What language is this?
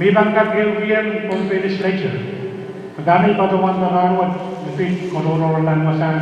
Pohnpeian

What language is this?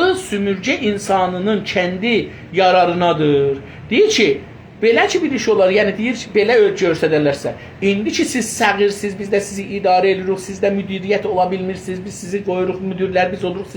South Azerbaijani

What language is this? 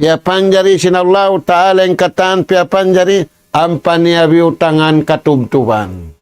Tausug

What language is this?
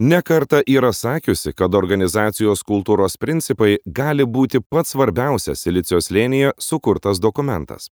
Lithuanian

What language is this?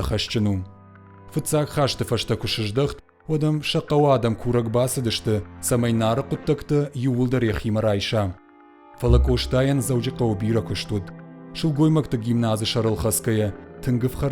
Ossetic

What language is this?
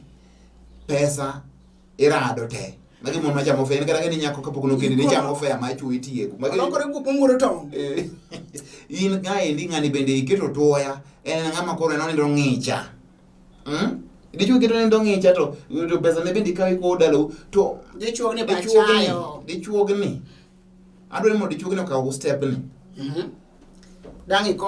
Luo (Kenya and Tanzania)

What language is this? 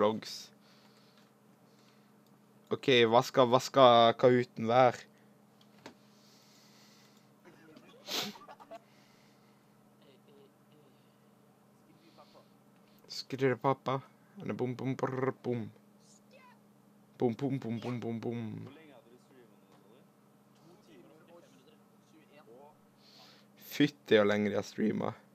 Norwegian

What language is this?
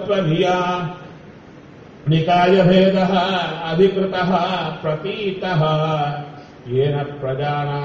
Kannada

